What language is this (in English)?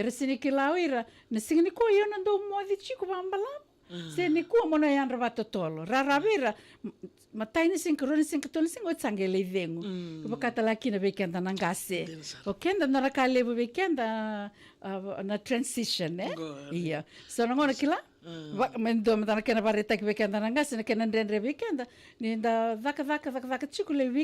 Fijian